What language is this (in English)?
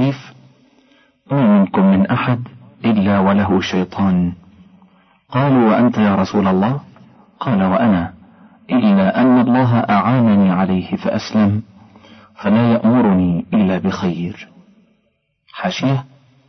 Arabic